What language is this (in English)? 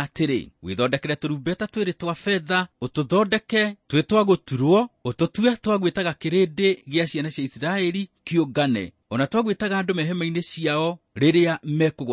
Kikuyu